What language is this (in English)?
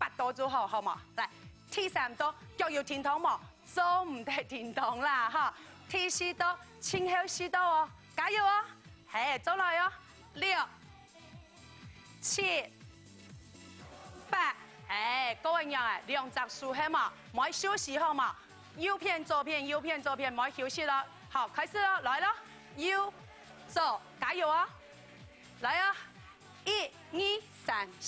Hakka Chinese